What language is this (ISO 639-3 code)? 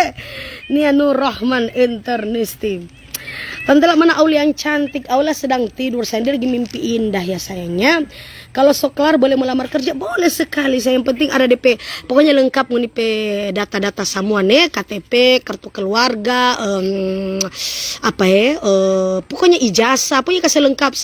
xmm